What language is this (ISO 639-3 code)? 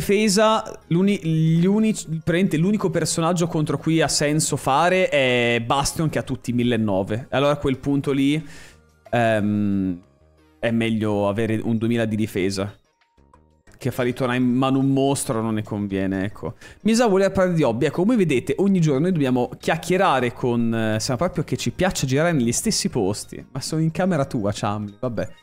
ita